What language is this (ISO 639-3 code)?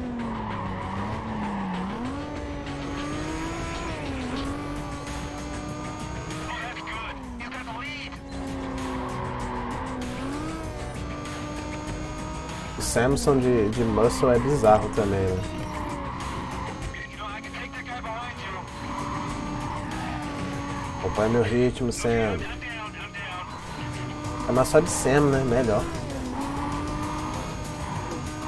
por